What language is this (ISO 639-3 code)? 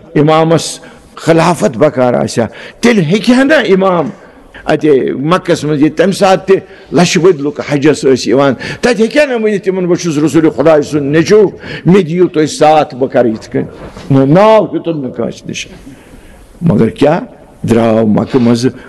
kas